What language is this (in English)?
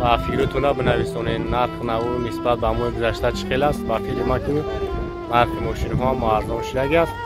Tajik